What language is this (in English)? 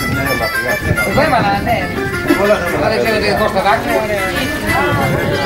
Greek